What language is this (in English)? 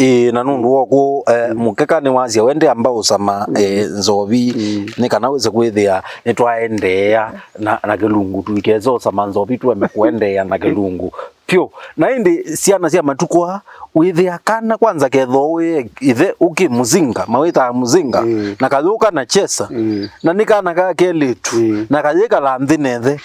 Kamba